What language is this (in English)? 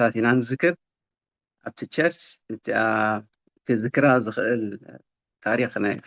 Tigrinya